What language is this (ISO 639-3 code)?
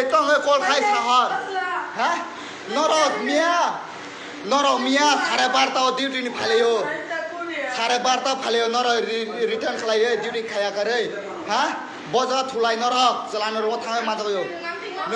trp